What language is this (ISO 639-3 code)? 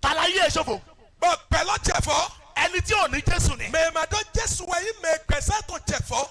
yor